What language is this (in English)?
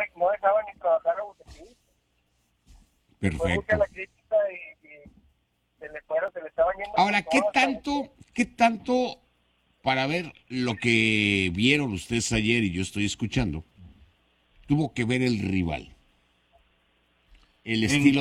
Spanish